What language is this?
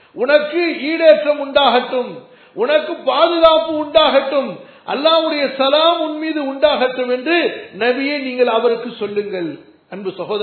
Tamil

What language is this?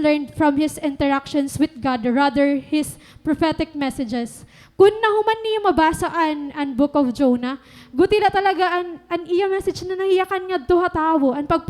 Waray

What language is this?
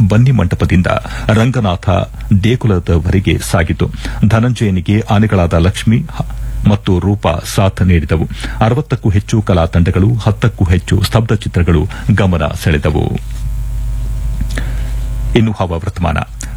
Kannada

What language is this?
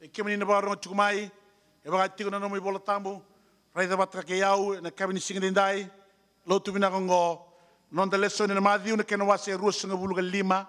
Fijian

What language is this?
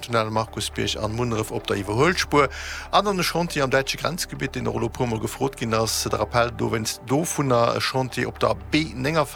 Luxembourgish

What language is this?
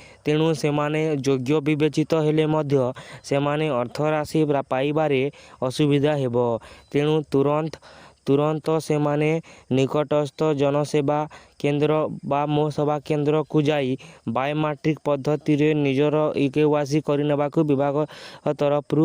Odia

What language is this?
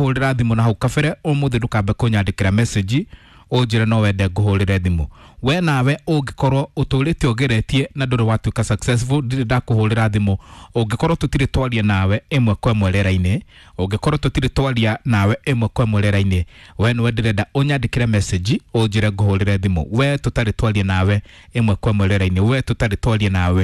Kikuyu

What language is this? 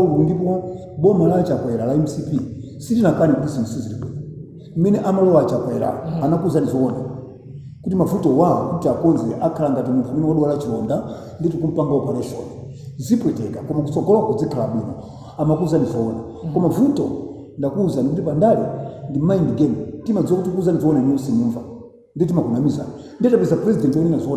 Nyanja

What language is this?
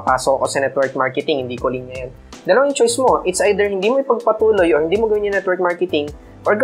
Filipino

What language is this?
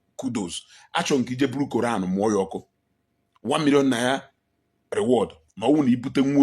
Igbo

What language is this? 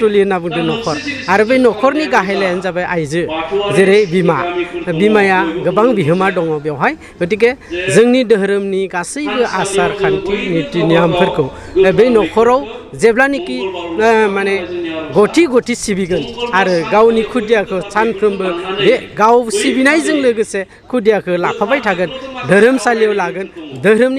Bodo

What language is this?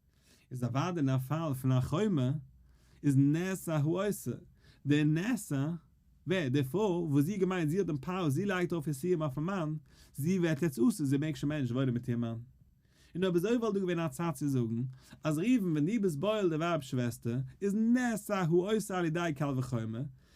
Yiddish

